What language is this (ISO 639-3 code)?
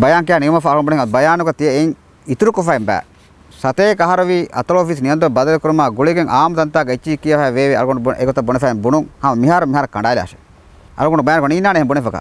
div